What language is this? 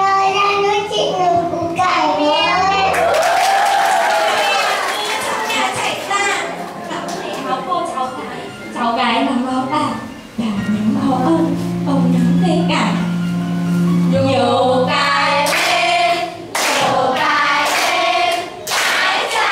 Vietnamese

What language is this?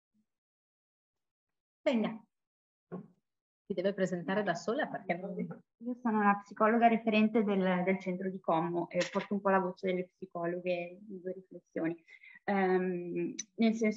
Italian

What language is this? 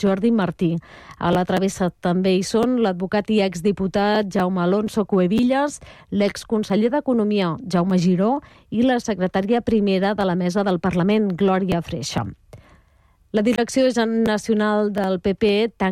Catalan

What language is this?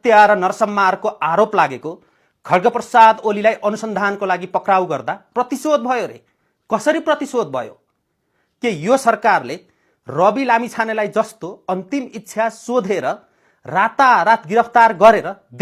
Nepali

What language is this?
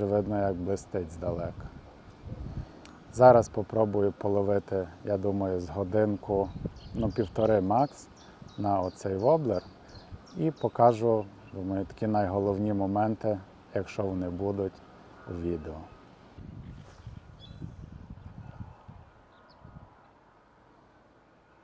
Ukrainian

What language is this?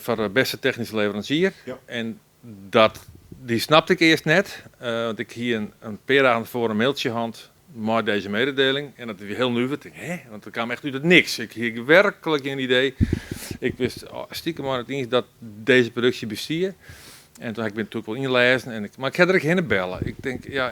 Western Frisian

